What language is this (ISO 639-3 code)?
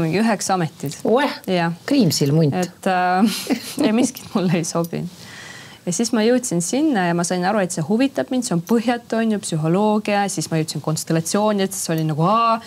est